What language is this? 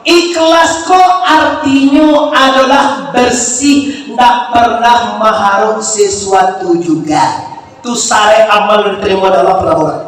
Minangkabau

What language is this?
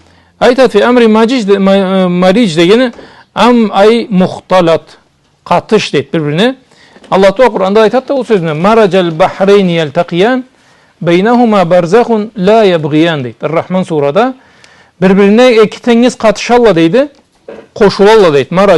Karachay-Balkar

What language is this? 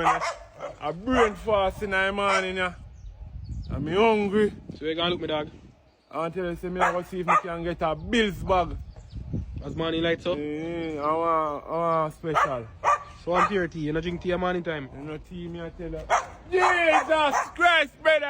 Jamaican Creole English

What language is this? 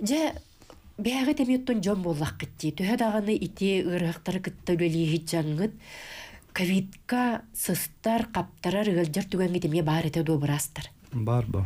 Yakut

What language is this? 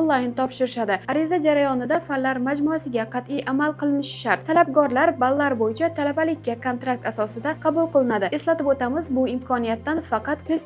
Uzbek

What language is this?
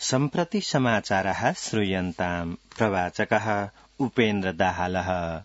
Sanskrit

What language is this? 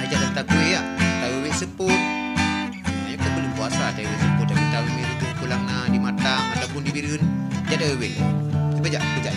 Achinese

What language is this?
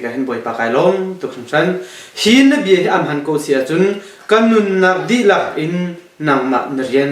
Hakha Chin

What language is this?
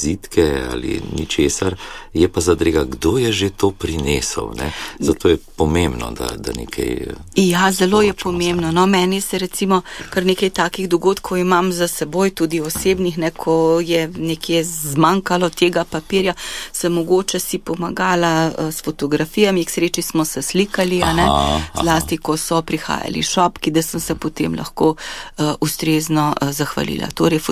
Slovenian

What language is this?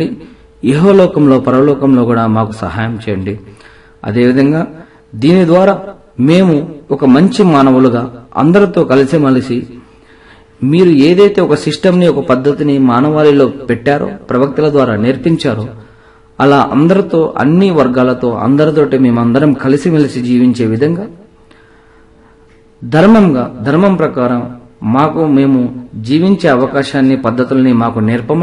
Telugu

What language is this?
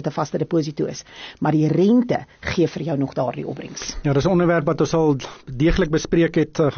Afrikaans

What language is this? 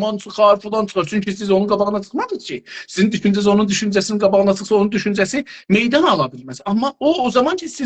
South Azerbaijani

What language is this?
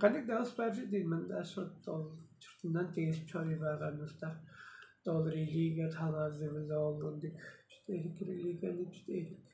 Tuvinian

